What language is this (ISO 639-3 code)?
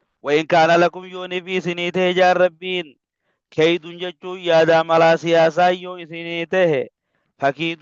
orm